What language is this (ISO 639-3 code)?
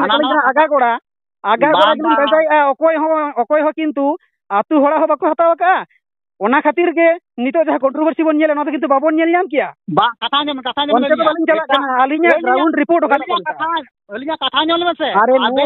sat